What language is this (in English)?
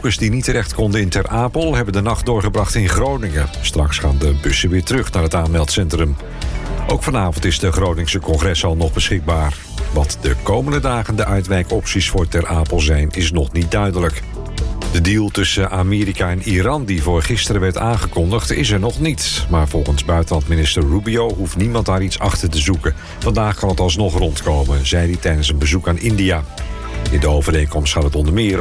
Dutch